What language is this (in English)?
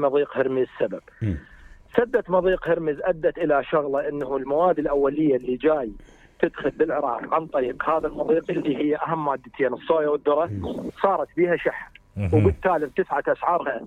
Mesopotamian Arabic